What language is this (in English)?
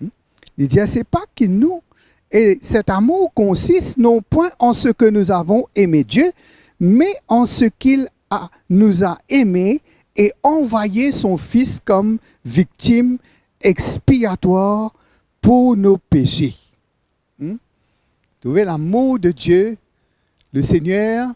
Morisyen